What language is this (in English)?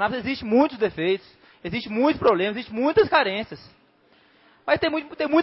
Portuguese